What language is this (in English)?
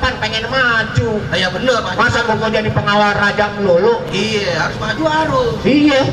Betawi